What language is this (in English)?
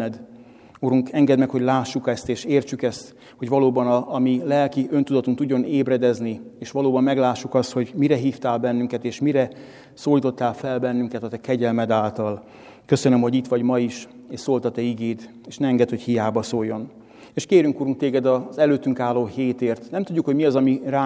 Hungarian